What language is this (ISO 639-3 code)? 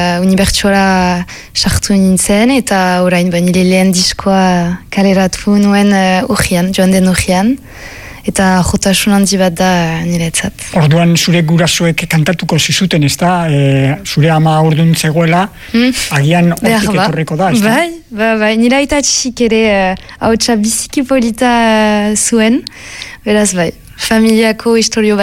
eus